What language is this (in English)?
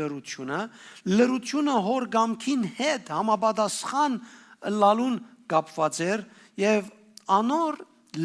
Western Armenian